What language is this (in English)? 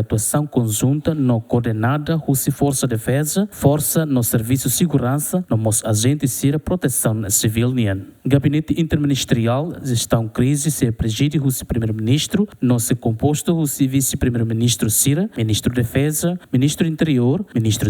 Tetum